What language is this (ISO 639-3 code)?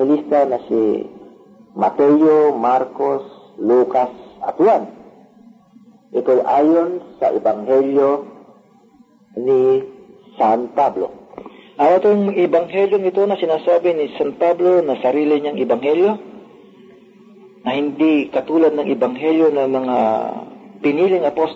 fil